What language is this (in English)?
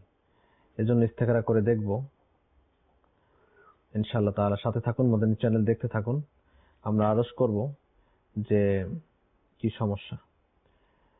Bangla